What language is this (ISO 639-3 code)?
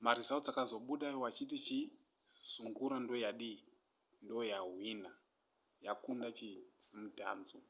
sna